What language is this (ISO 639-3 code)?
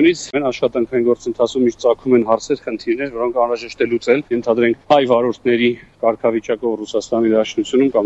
hye